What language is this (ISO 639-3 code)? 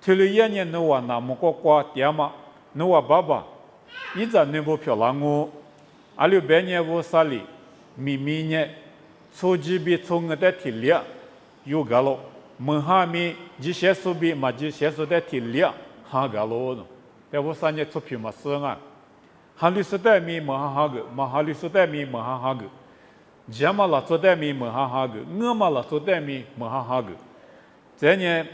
lis